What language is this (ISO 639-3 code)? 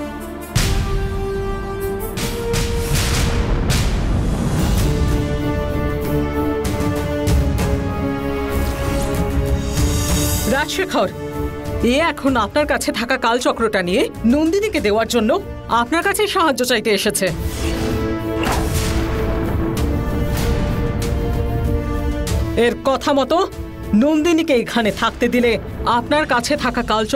ben